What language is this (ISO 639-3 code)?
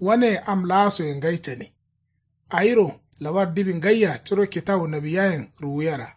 kau